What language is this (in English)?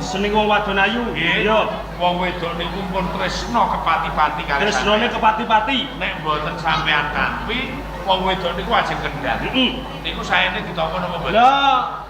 Javanese